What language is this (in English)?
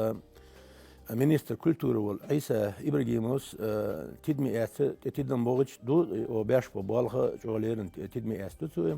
Chechen